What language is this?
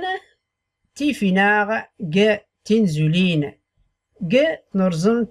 Tachelhit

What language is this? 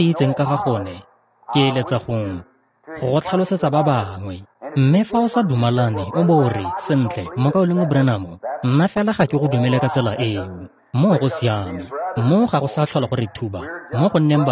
Tswana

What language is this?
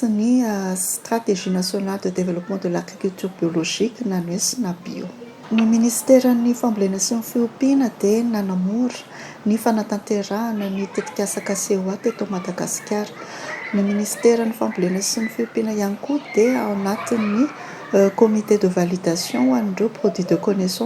Malagasy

